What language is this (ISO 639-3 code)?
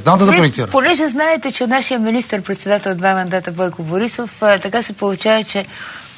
bul